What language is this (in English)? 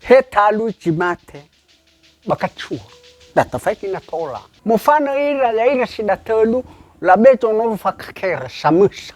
Nias